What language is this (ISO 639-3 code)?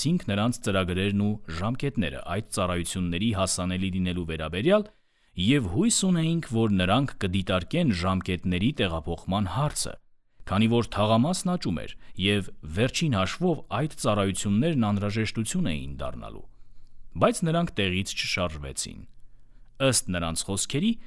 hye